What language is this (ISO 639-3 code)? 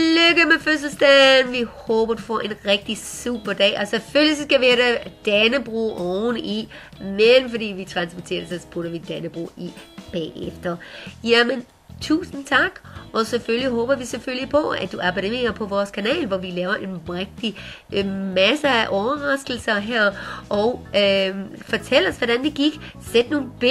dan